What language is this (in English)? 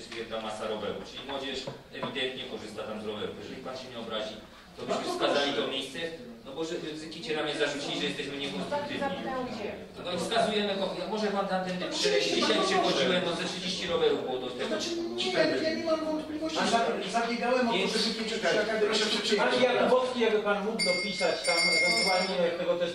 Polish